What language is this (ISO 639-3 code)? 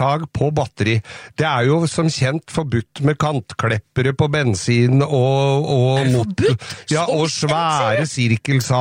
nor